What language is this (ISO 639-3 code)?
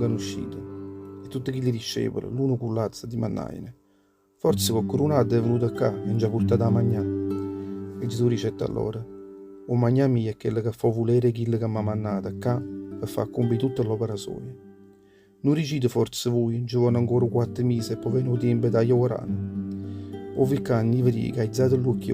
nap